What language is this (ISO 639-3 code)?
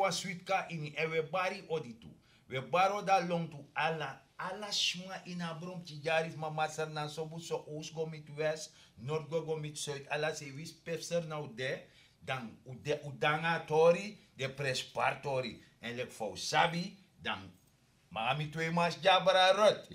srn